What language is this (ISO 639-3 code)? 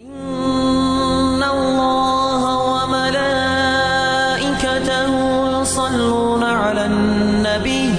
inh